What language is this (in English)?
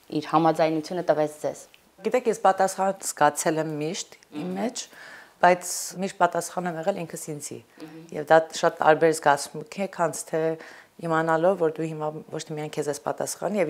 Armenian